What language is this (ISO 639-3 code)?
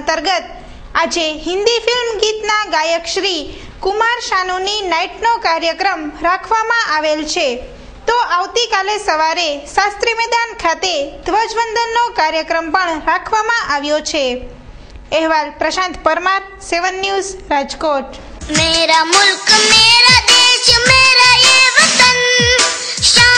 guj